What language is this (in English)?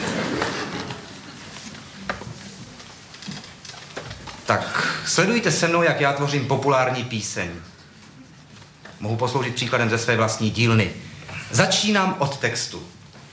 Czech